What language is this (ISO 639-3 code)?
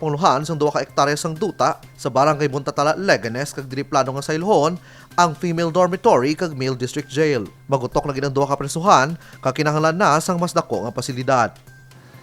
hil